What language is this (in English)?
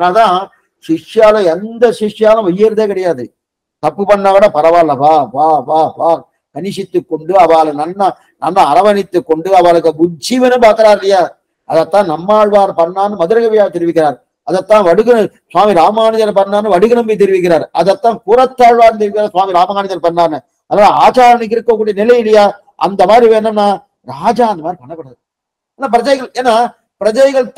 Tamil